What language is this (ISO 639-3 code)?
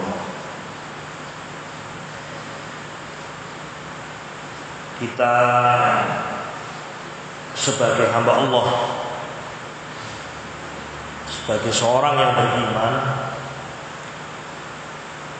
ind